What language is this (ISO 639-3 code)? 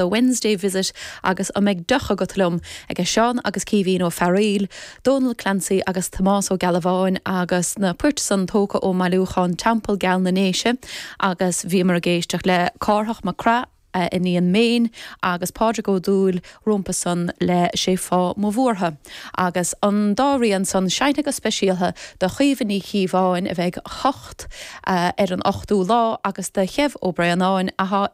gle